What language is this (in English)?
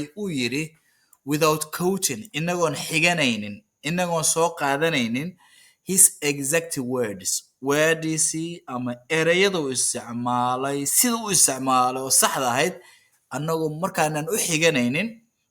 Somali